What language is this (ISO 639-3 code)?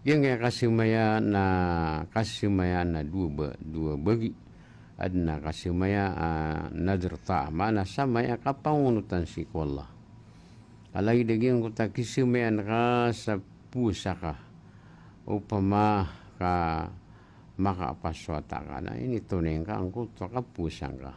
mrw